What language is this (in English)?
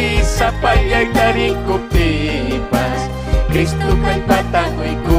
Ayacucho Quechua